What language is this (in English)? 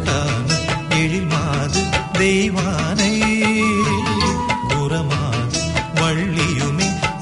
Tamil